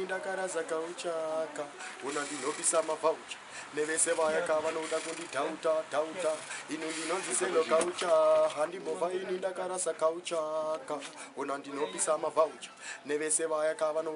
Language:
Shona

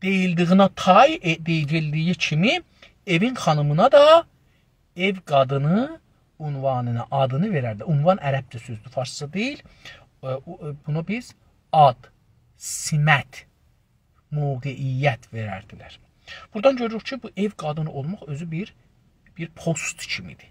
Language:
South Azerbaijani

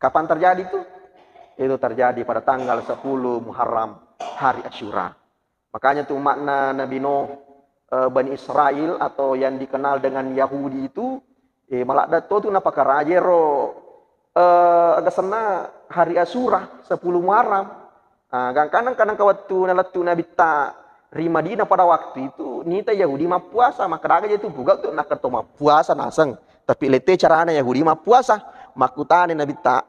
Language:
Buginese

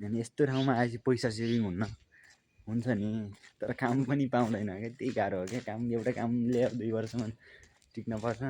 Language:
Nepali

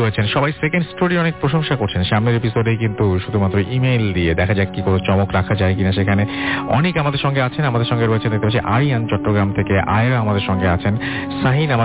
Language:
Bangla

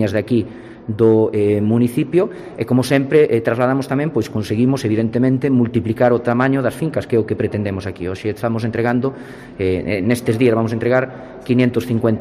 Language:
Galician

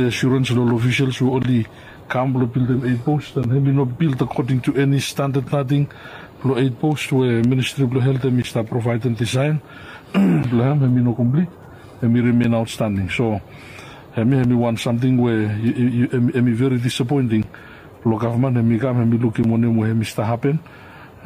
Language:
Bislama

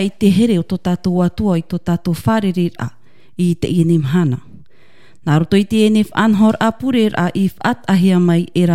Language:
Tahitian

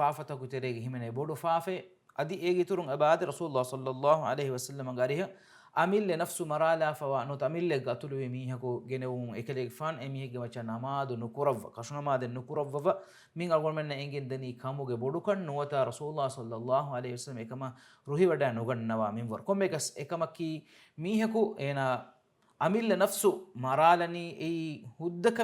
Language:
Divehi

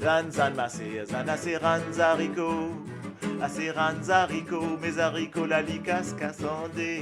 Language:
Morisyen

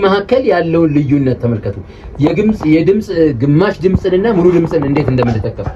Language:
Amharic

